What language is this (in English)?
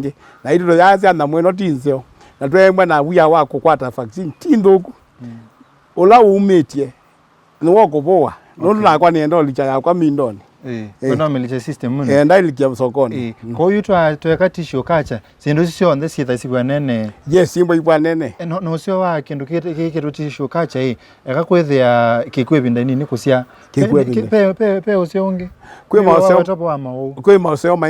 Kamba